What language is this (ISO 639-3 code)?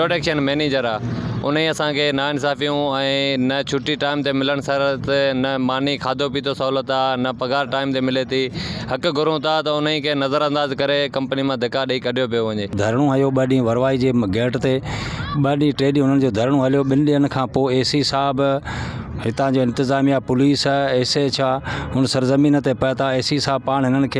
snd